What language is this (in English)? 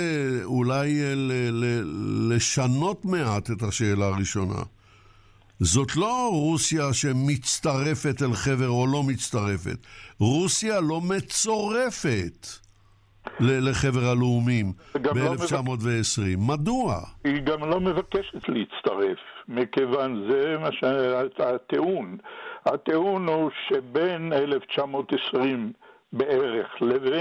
Hebrew